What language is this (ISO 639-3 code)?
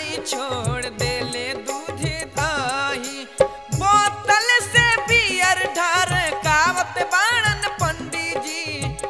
bho